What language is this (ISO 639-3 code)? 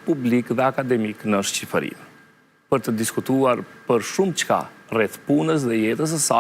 sqi